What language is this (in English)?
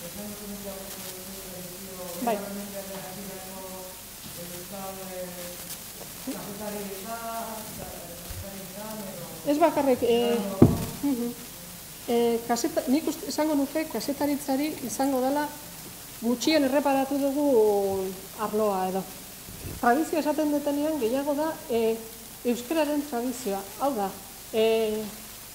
Basque